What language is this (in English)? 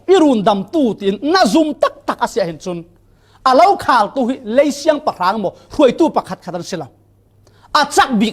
Falam Chin